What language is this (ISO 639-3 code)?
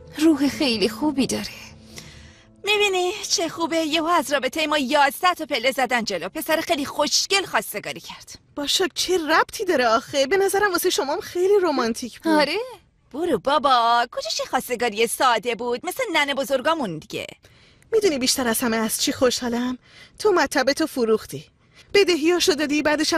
fas